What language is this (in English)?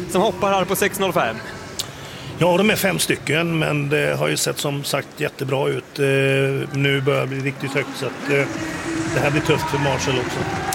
Swedish